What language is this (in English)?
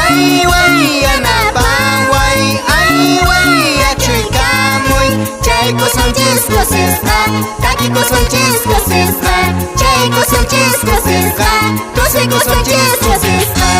Quechua